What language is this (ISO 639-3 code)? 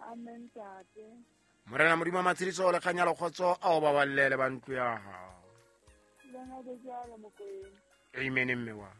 sot